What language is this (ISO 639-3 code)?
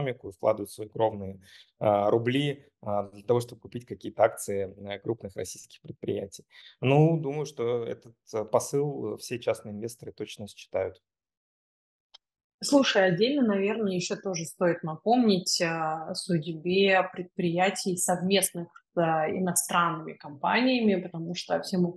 rus